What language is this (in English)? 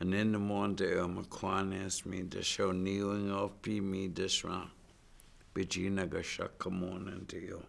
Chippewa